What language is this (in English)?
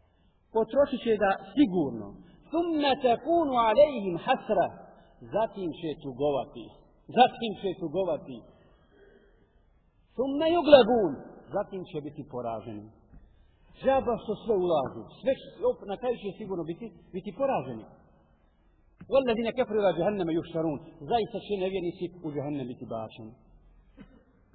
Bosnian